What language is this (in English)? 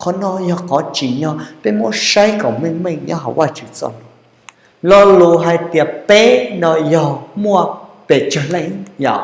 Hmong